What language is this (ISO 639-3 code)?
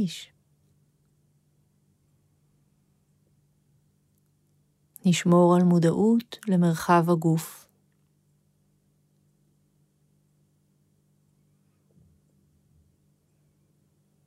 heb